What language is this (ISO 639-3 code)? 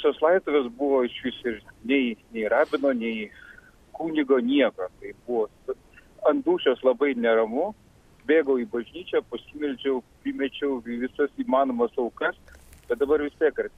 lit